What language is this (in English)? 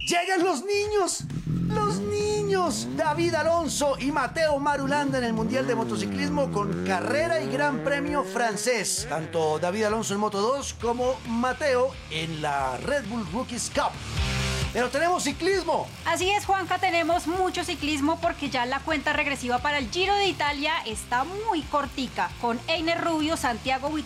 Spanish